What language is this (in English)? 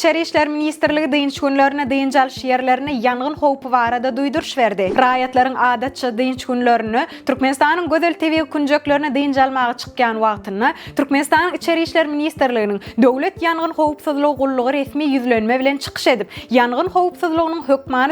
Turkmen